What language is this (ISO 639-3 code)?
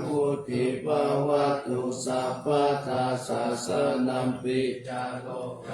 pli